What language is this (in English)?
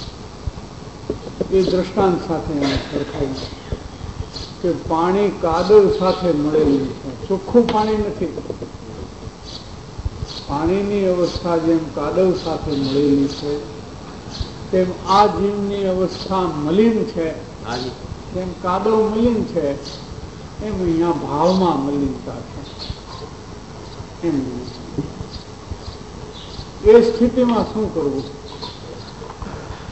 Gujarati